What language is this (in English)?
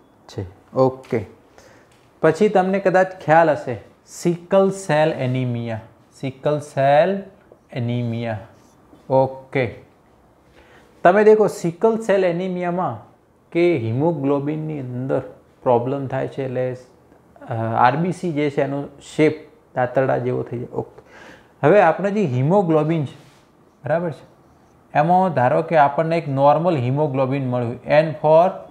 Gujarati